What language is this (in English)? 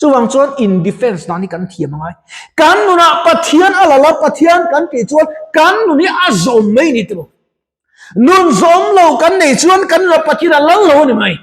Mizo